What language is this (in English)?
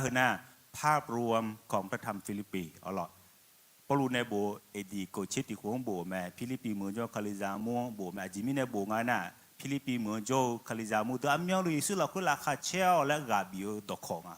Akha